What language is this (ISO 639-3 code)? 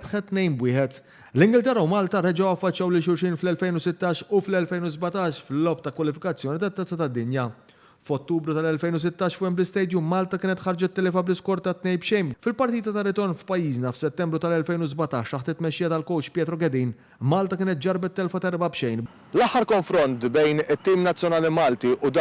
mlt